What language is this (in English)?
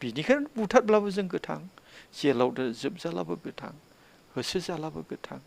Bodo